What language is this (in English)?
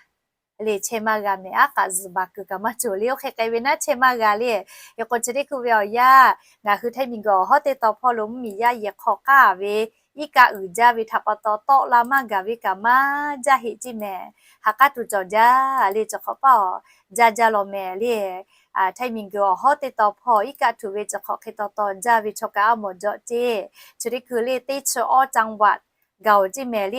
Lahu